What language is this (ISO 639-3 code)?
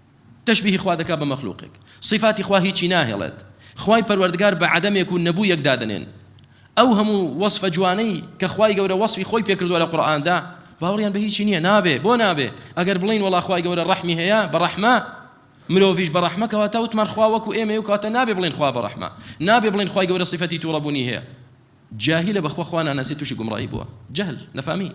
ckb